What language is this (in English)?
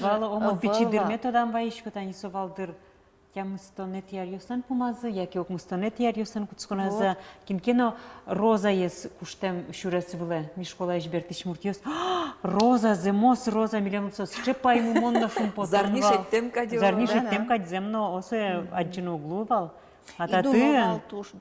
Udmurt